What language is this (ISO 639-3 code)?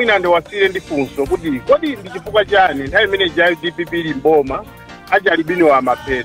nya